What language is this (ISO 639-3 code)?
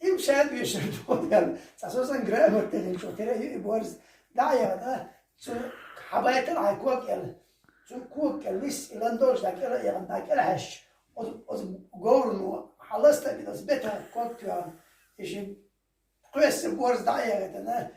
che